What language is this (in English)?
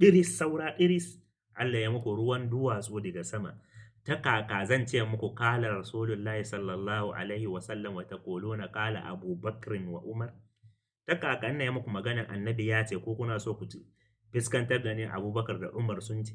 Hausa